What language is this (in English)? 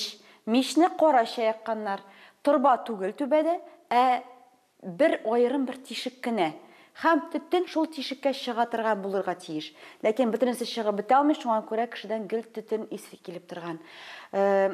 Tatar